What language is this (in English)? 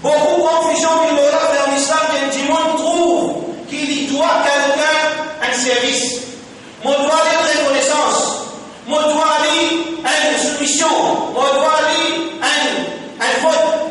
Morisyen